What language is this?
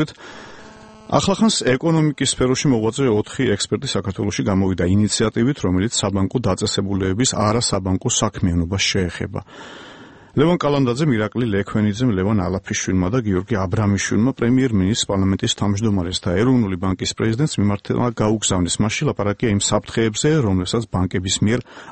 Georgian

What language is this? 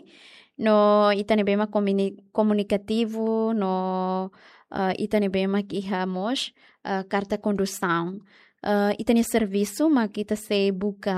Tetum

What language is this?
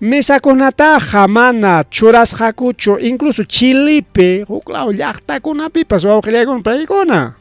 Ayacucho Quechua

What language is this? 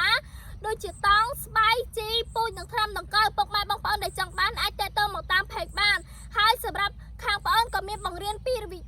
Khmer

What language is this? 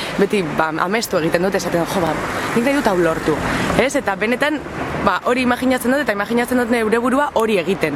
Basque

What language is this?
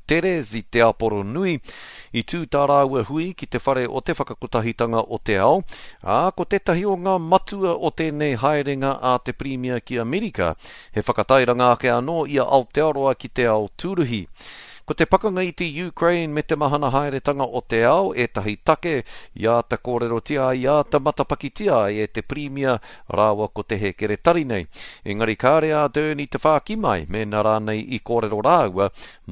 Māori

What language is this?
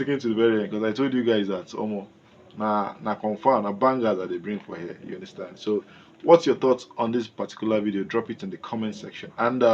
Nigerian Pidgin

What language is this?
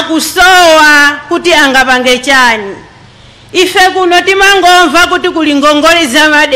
Nyanja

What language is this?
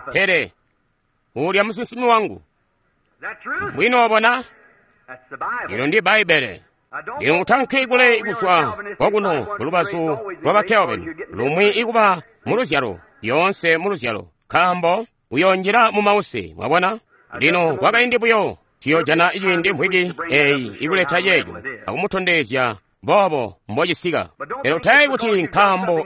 Tonga (Zambia)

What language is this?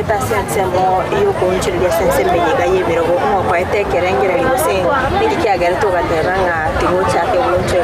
Gusii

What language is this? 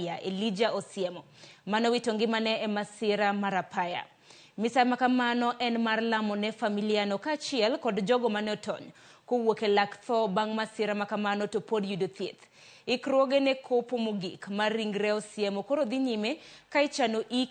Luo (Kenya and Tanzania)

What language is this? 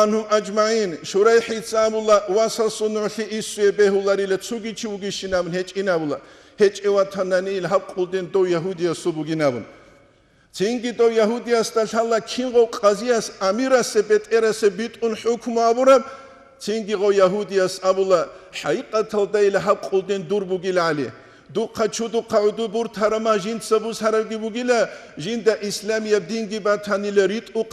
Avaric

